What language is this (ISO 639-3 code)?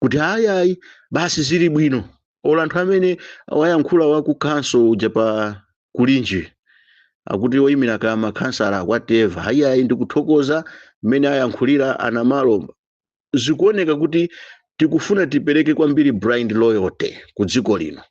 nya